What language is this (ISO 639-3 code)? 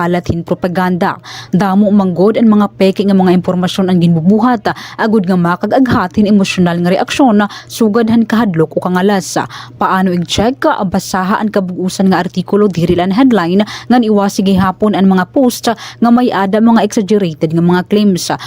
war